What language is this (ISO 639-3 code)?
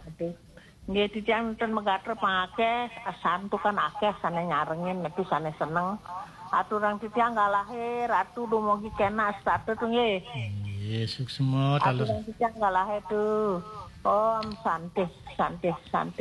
ban